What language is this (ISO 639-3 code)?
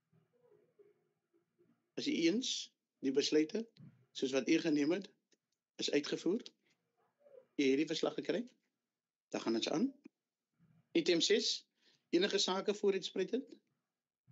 afr